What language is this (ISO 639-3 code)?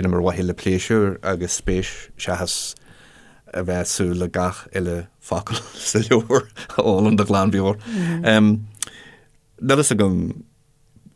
gle